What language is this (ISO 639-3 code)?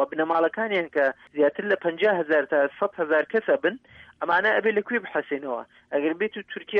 ckb